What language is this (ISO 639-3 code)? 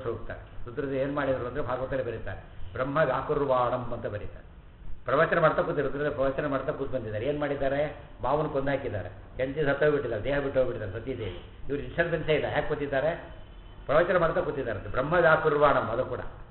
kan